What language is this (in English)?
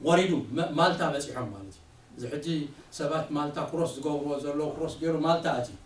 Tigrinya